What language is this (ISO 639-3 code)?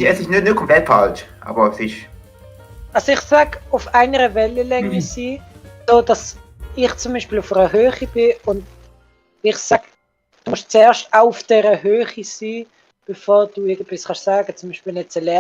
gsw